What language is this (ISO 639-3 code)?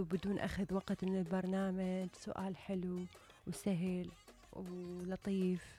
acm